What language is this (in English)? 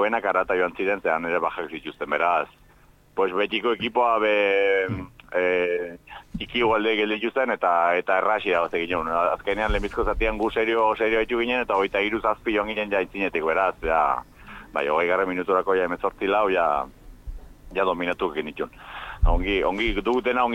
Basque